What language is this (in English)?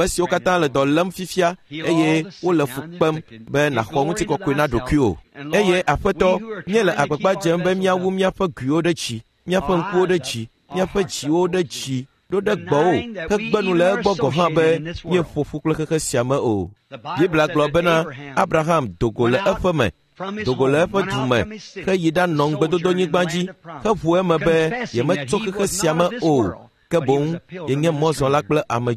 Ewe